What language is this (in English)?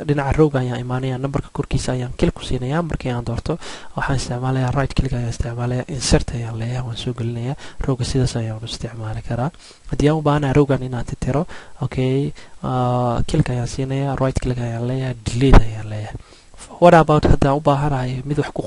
Somali